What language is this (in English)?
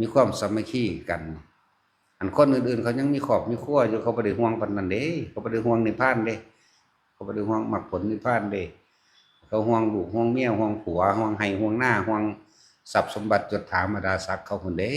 Northeastern Thai